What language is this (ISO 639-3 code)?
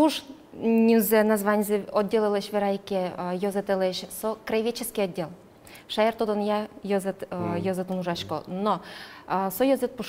udm